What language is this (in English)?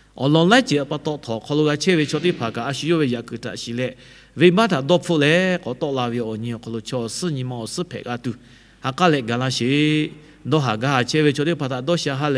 Lahu